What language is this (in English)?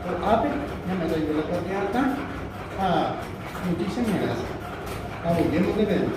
Guarani